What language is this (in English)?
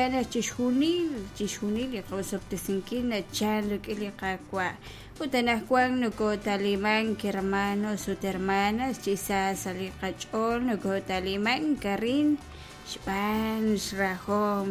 Kekchí